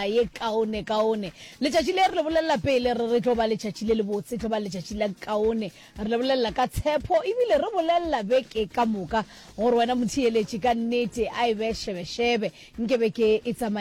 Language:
Northern Sotho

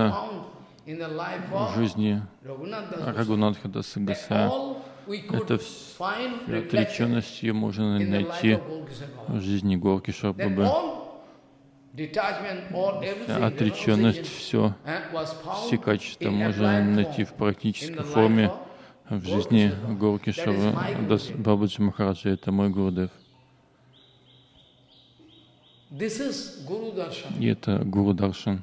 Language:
Russian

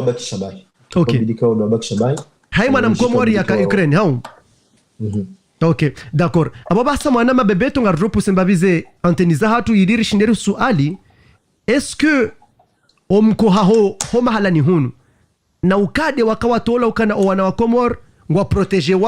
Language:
Ngazidja Comorian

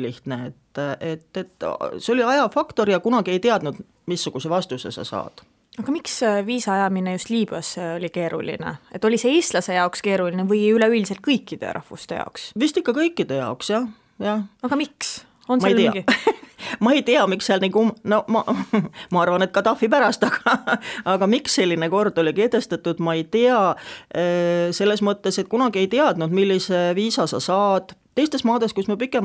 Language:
Estonian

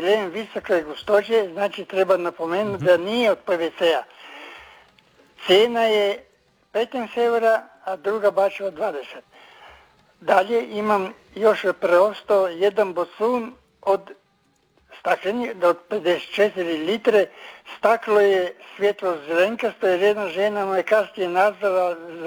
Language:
Croatian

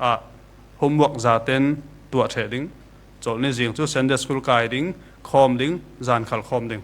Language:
Falam Chin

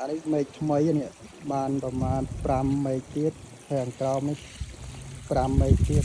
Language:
Khmer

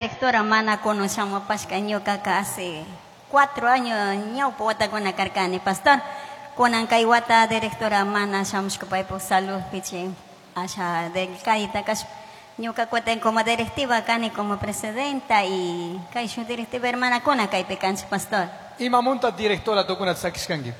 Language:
Chimborazo Highland Quichua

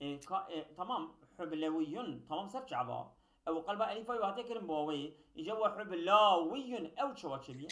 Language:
Kurdish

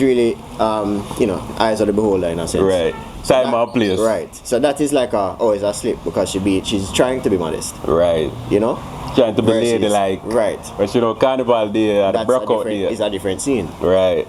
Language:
Jamaican Creole English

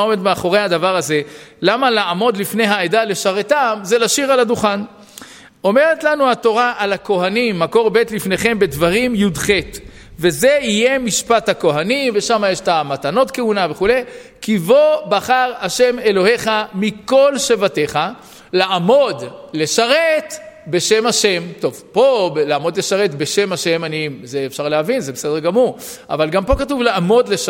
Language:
Hebrew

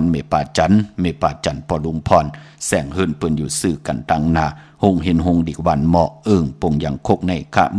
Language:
Shan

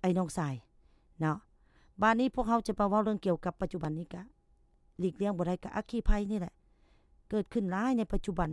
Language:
Lao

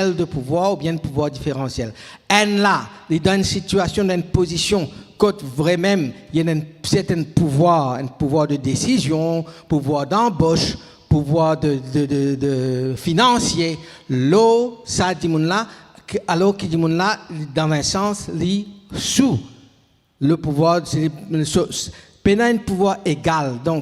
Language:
Morisyen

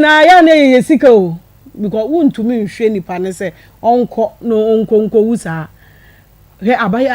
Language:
Akan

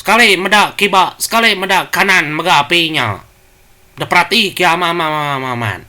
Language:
Iban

